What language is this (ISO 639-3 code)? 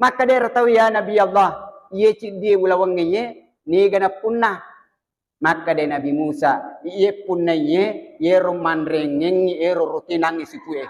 bug